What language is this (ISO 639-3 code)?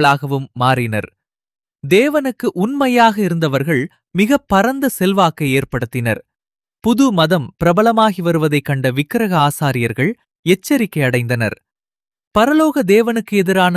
tam